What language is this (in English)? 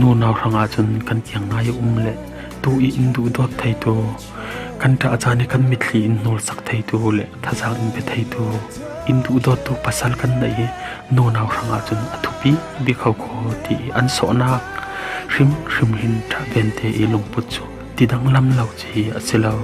Falam Chin